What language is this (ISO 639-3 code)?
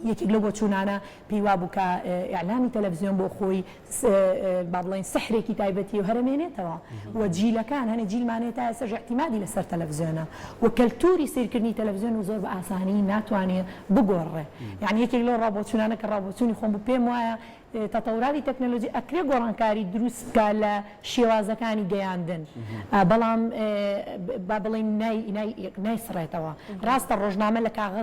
ckb